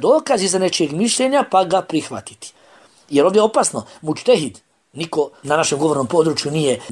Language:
Bosnian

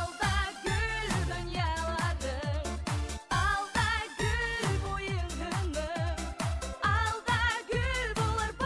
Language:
Bashkir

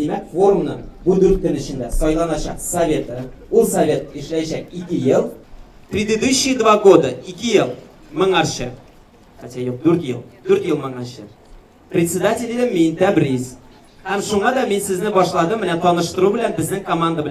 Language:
Tatar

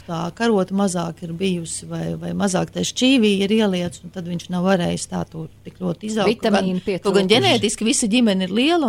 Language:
Latvian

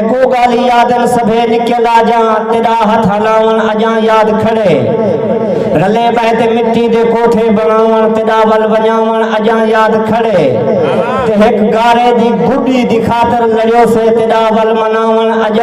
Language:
Saraiki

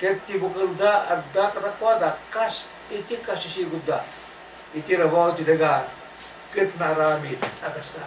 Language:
Iloko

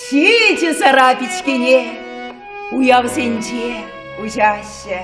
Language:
Chuvash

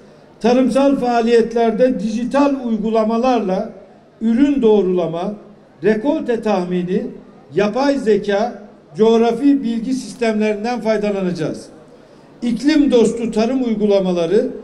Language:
Turkish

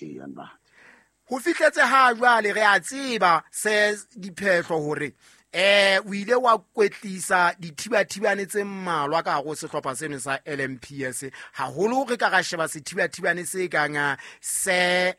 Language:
Southern Sotho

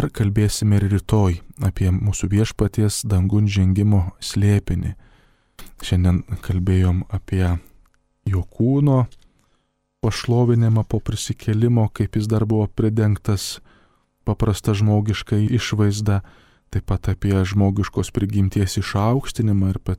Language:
Lithuanian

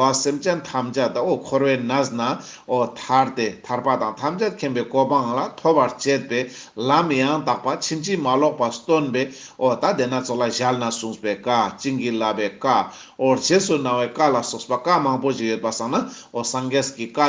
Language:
Ladakhi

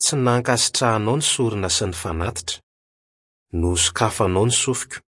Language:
Malagasy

